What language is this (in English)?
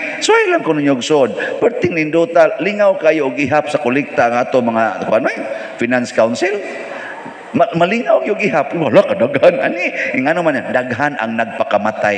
Cebuano